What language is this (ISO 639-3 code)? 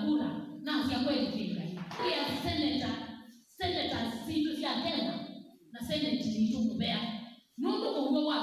kam